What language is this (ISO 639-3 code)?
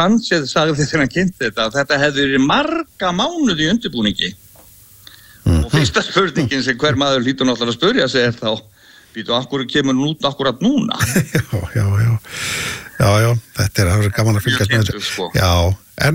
isl